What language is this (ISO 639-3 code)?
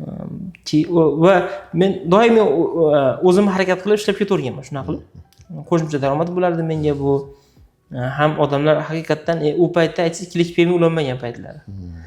uzb